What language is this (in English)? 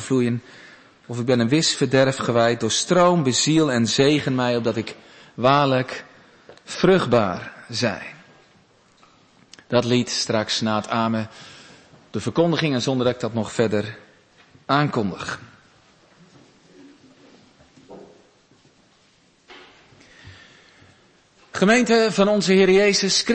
Dutch